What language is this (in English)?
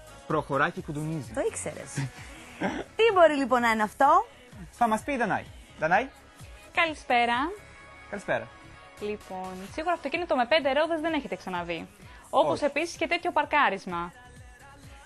Greek